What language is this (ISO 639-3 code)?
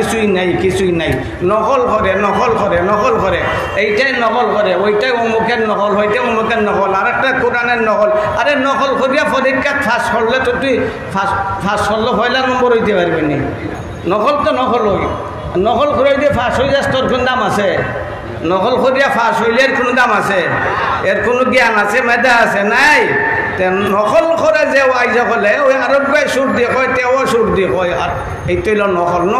syl